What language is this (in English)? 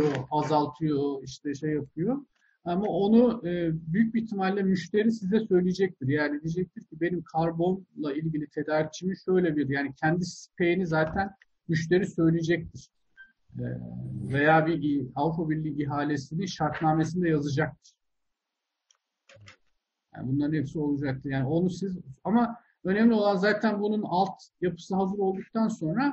Turkish